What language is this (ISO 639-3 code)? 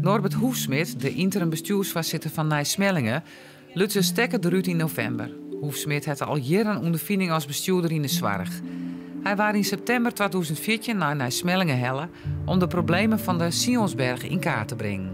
fry